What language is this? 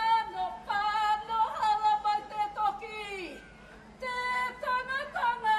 Māori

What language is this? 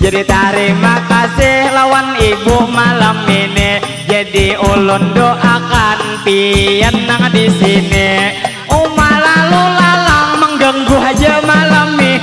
Banjar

